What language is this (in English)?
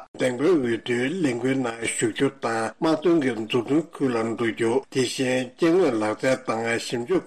Tibetan